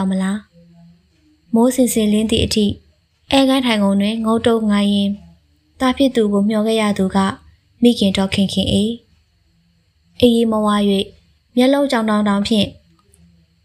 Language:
Burmese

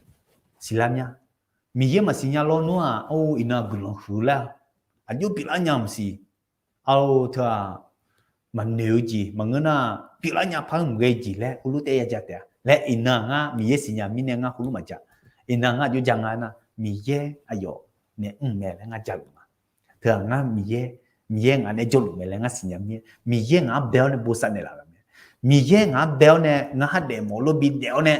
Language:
Akha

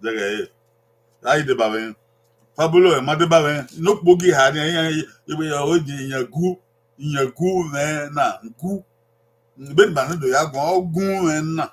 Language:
Bini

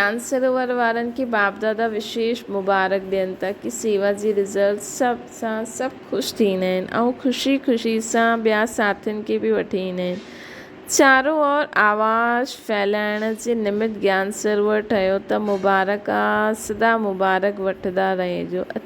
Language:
Sindhi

